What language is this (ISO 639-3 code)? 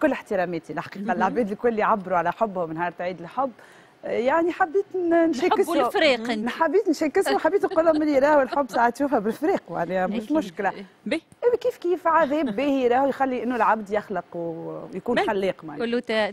aeb